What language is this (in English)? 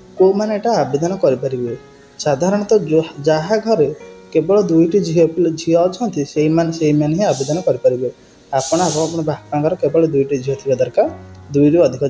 Odia